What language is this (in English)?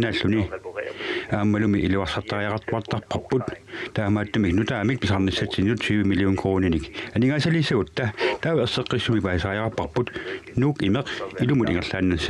Kalaallisut